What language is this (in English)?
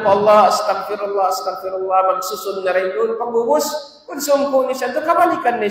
Tausug